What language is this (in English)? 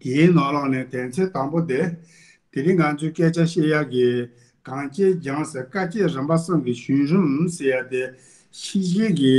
Tibetan